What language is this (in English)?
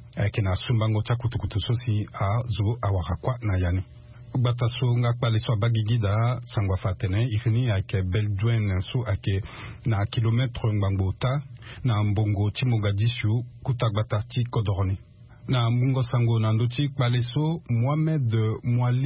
Sango